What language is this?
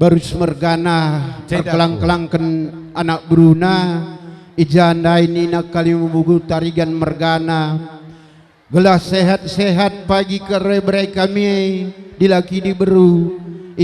Batak Karo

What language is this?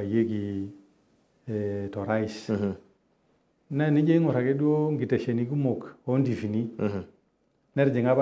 Masai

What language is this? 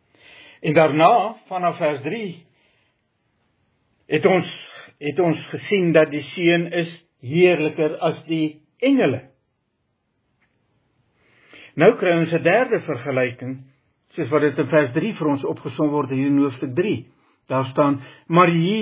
Afrikaans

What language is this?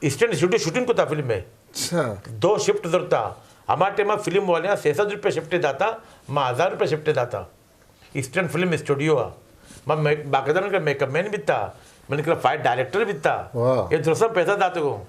Eastern Balochi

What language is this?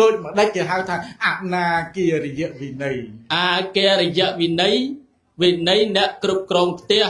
Khmer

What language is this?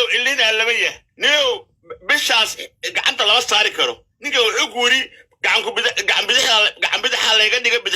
Somali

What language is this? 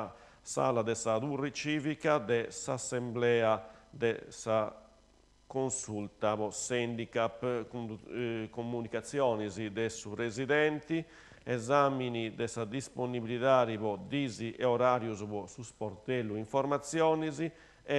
Sardinian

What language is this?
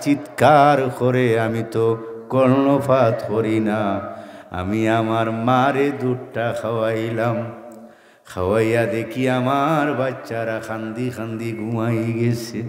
Sylheti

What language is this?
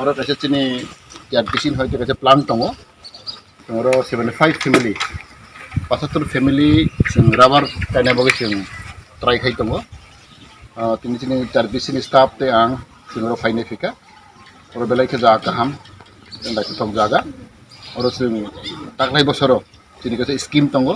Kok Borok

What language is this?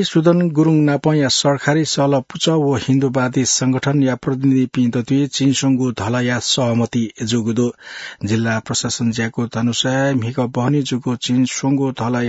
Newari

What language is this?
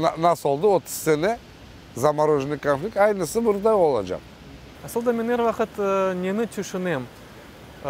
Crimean Tatar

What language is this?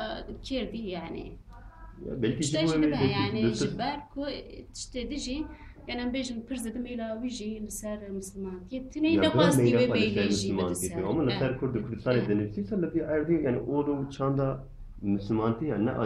Kurdish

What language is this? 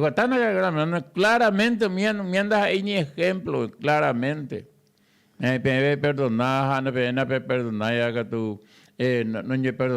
Guarani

